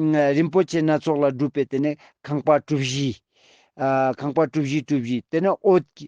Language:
Ladakhi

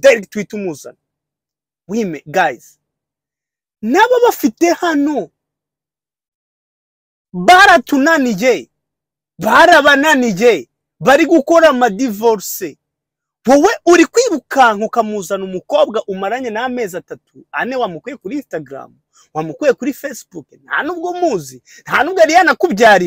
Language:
Kinyarwanda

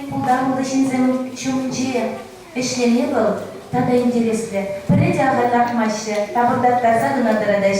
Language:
Chuvash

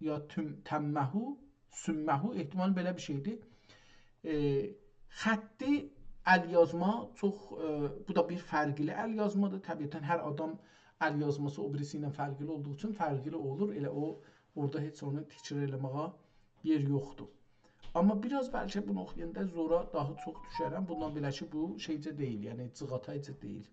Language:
South Azerbaijani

